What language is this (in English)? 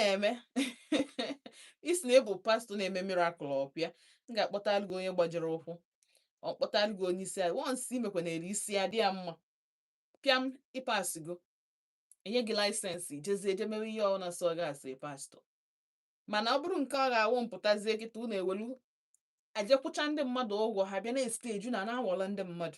Igbo